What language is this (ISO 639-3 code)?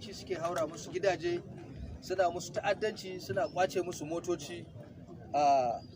hau